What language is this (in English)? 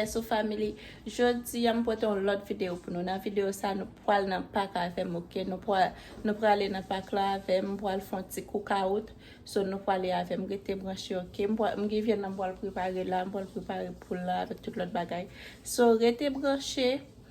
Haitian Creole